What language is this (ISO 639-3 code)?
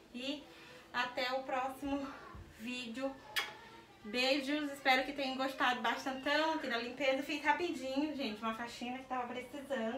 por